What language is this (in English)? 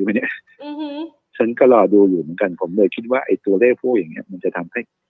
Thai